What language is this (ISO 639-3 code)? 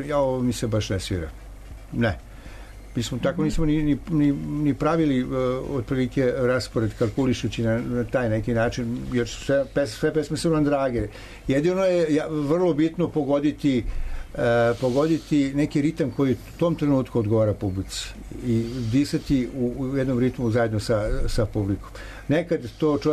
srp